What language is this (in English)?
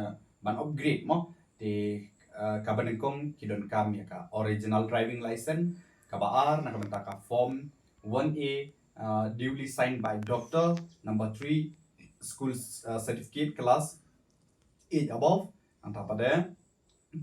Khasi